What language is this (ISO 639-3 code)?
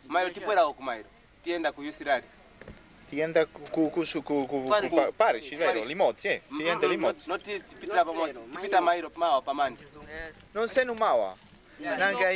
nya